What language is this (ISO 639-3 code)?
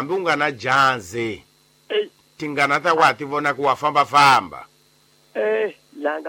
tso